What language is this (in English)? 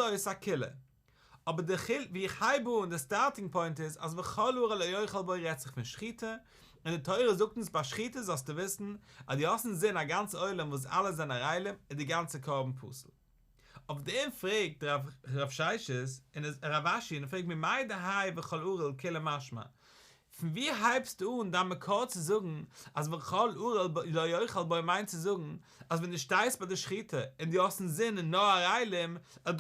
Yiddish